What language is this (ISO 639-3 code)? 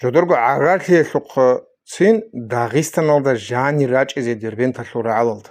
ava